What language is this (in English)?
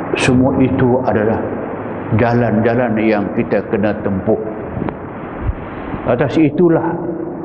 Malay